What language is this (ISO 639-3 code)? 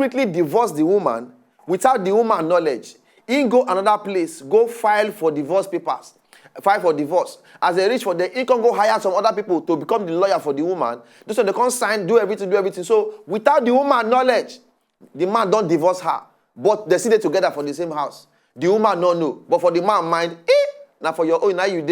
pcm